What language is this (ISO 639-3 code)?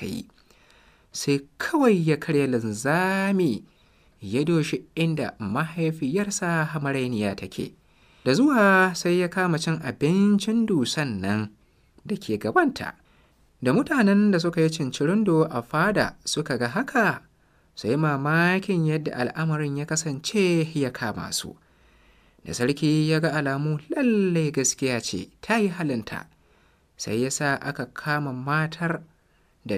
hau